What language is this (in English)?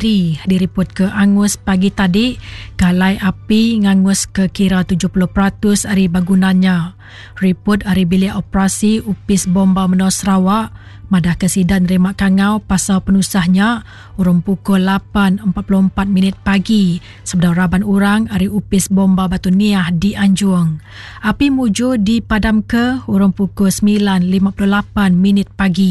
Iban